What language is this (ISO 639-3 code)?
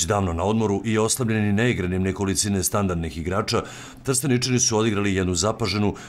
srp